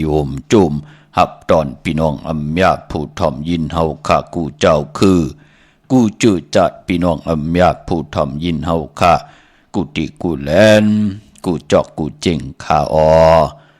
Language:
Shan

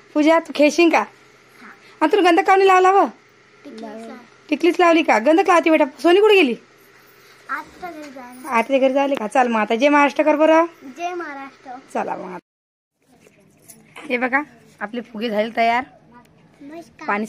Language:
Marathi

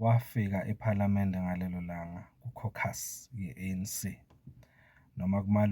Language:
Zulu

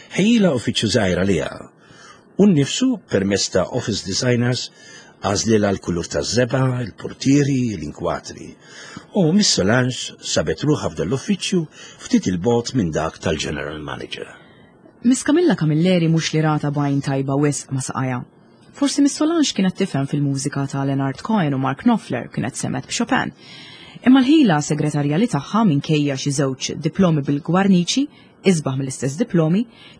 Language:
Maltese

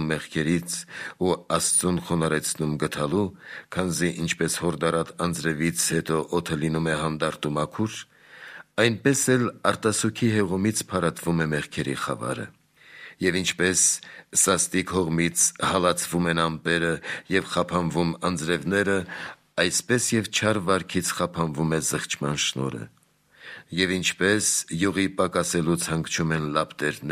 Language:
Armenian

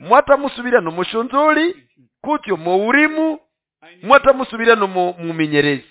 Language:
Nande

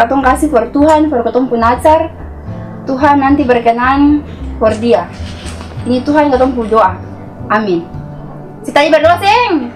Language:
Ambonese Malay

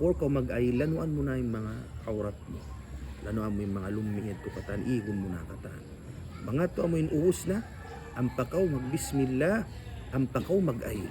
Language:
Tausug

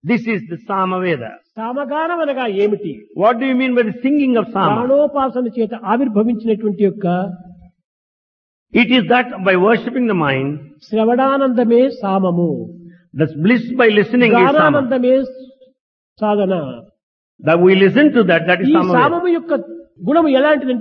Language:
Telugu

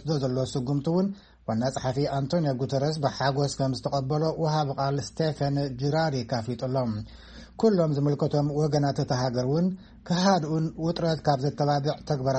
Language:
Tigrinya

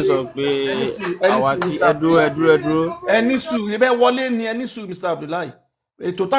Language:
Yoruba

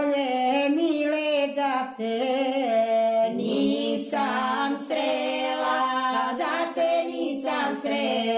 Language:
Serbian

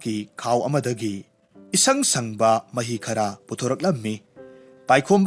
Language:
Manipuri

